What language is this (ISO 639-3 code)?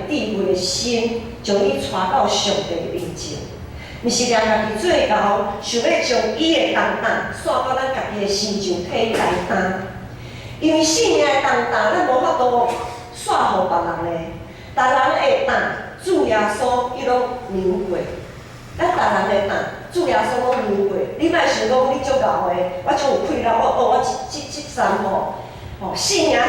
nan